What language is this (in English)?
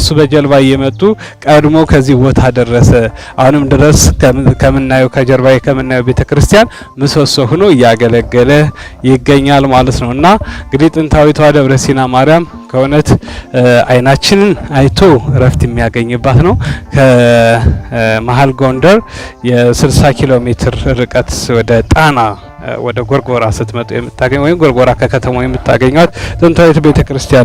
Amharic